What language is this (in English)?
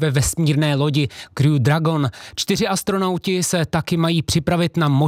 Czech